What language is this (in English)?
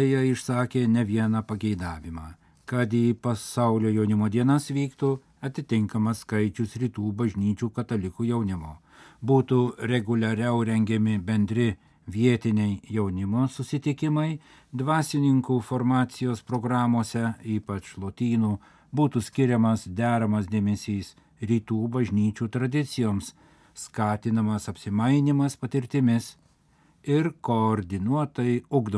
Lithuanian